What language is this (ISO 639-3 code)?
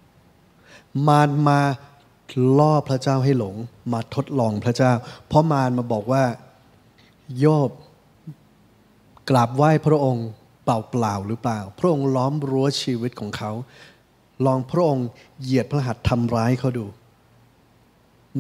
tha